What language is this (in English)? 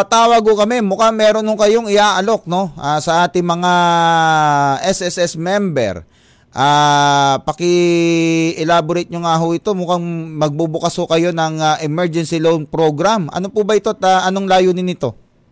Filipino